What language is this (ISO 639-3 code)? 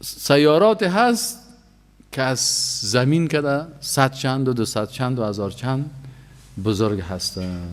fas